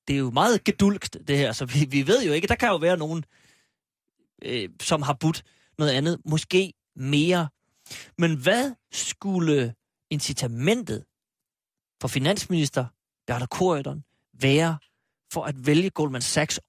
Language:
Danish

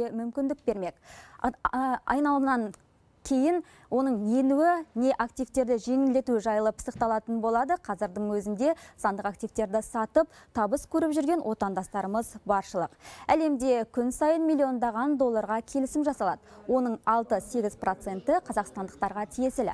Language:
Kazakh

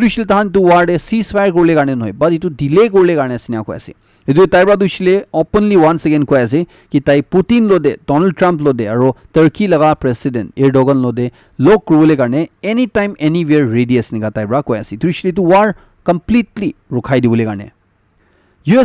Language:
Naga Pidgin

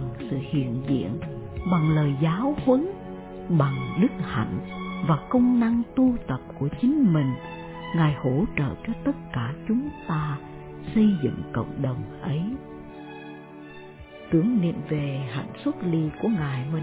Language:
Vietnamese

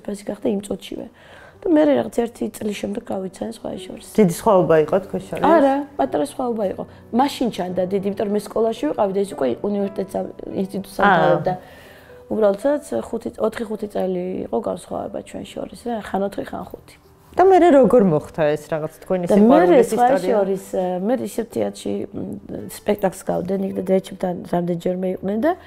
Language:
Georgian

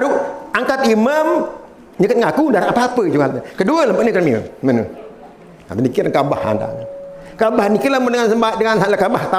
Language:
Sasak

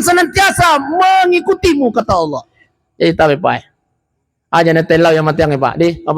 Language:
Buginese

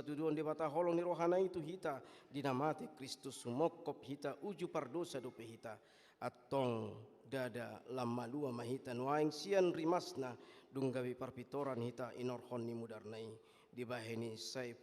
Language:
Batak Toba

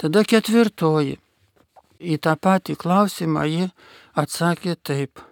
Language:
Lithuanian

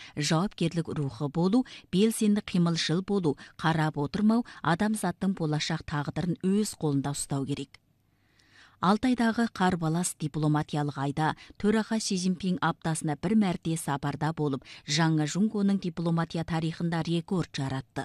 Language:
Kazakh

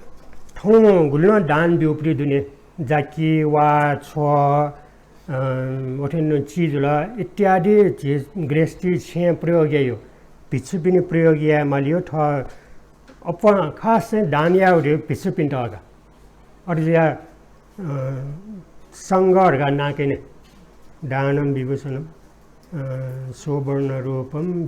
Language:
Newari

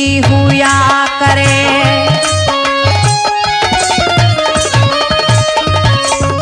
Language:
Hindi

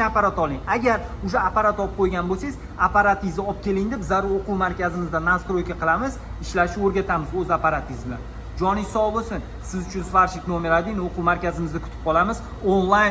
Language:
Uzbek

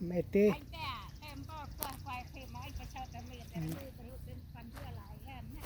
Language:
Central Mnong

